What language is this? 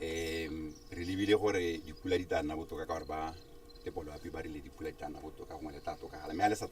Tswana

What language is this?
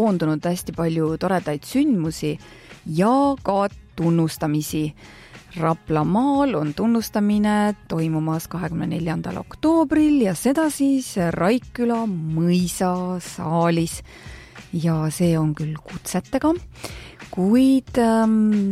Estonian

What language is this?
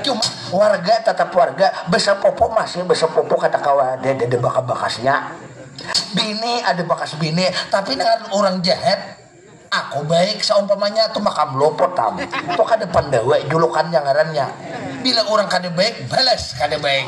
Banjar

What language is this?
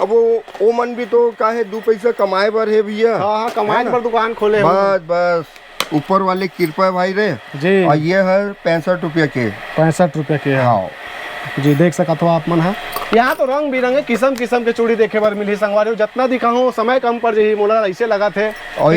Chhattisgarhi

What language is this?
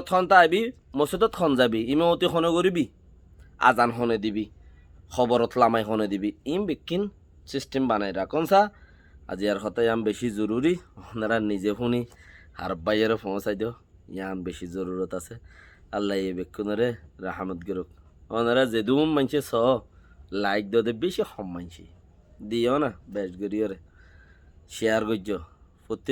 Rohingya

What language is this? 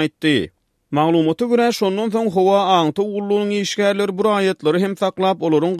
Turkmen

